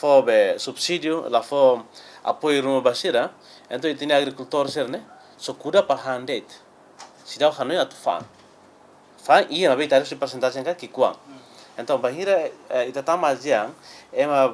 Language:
Tetum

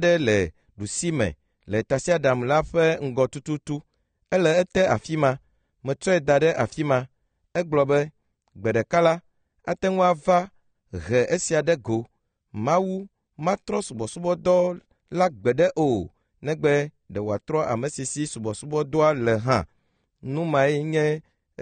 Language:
Ewe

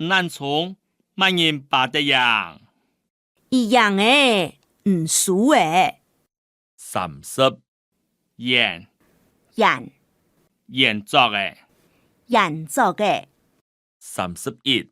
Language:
Hakka Chinese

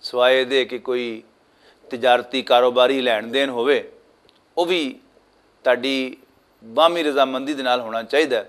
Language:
Western Panjabi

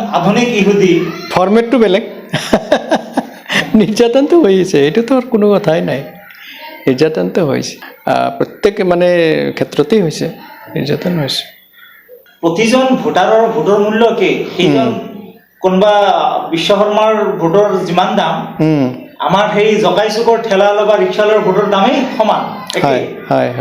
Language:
Assamese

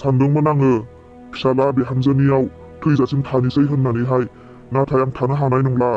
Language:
Bodo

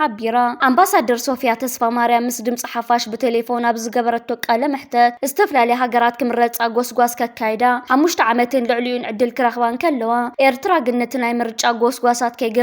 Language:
Tigrinya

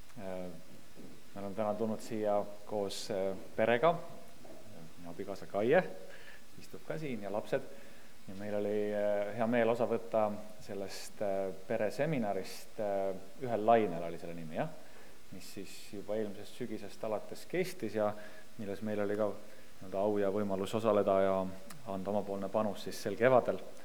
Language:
Estonian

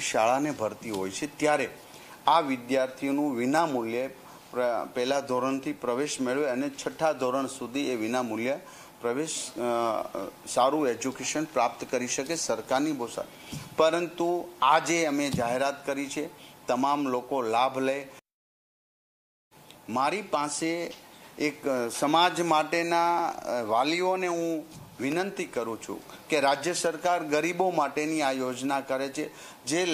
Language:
Gujarati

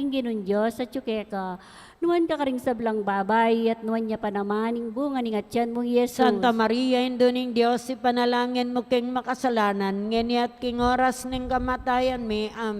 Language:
Pampanga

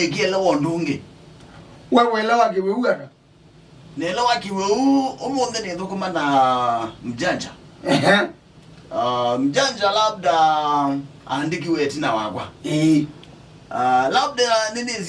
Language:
Kamba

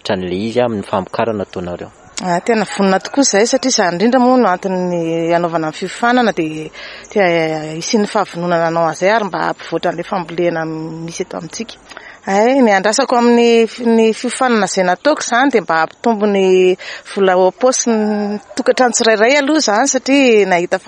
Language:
Malagasy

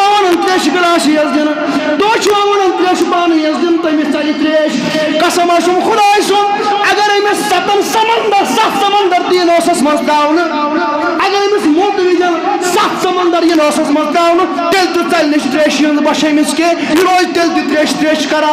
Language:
Kashmiri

